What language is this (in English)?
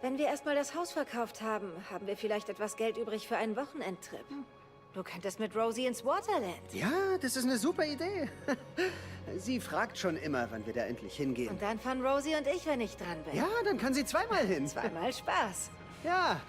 Swiss German